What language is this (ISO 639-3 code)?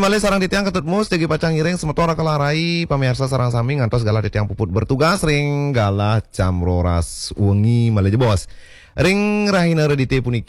ban